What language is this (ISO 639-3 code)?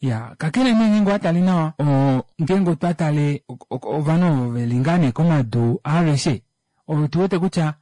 kua